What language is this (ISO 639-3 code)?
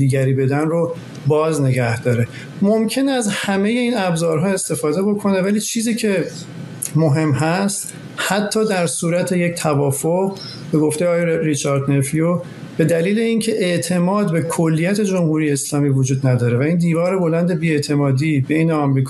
fas